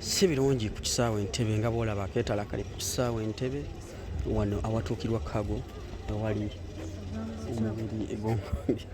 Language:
Ganda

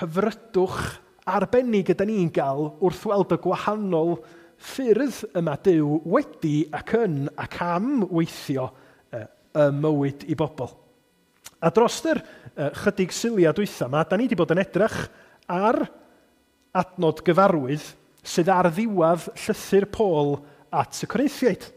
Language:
Welsh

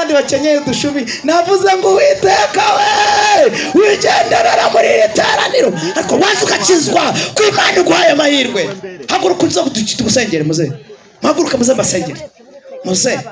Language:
Kinyarwanda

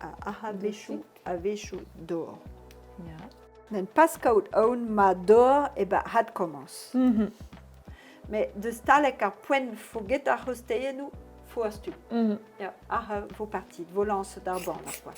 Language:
Breton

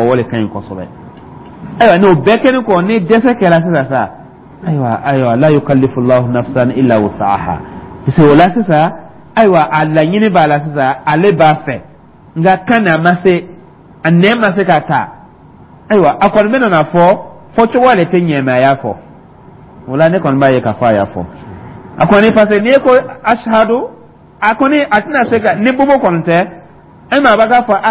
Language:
Dyula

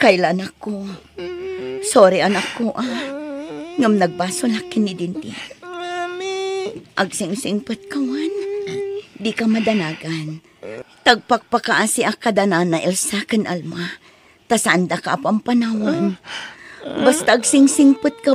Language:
Iloko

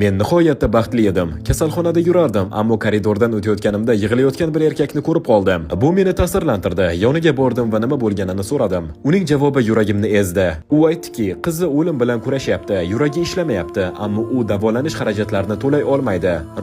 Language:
Uzbek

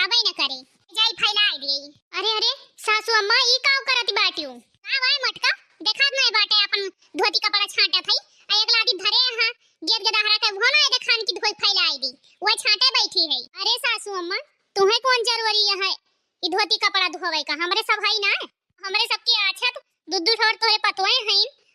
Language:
Awadhi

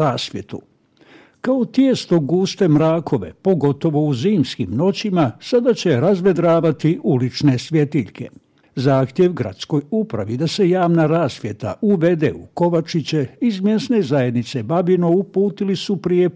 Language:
Bosnian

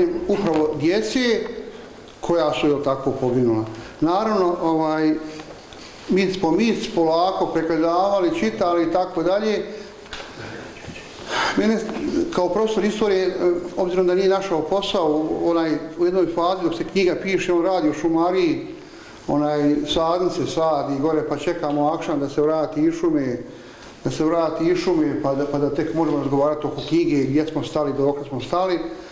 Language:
Bosnian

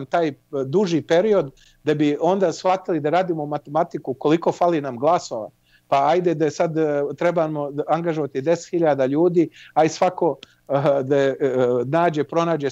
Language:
Serbian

